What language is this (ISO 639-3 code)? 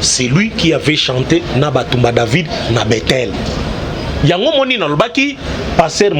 lin